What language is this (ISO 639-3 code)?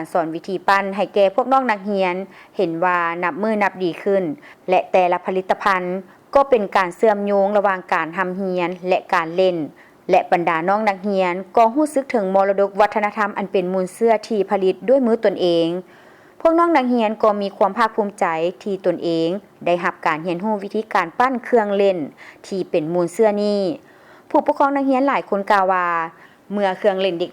lao